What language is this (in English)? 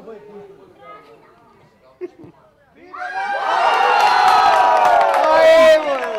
Romanian